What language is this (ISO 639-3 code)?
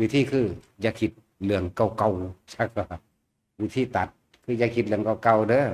tts